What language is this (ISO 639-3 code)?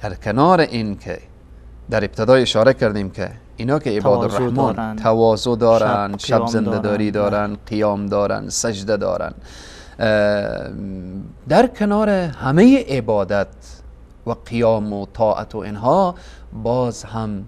fas